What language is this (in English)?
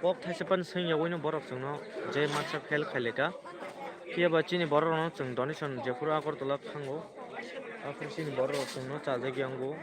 Kok Borok